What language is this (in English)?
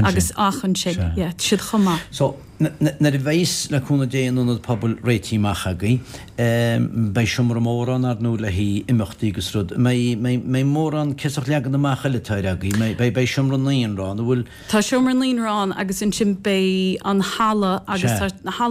Irish